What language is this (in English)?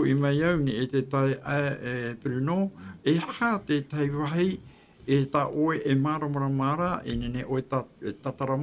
Tahitian